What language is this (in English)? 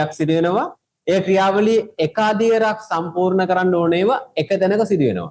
Sinhala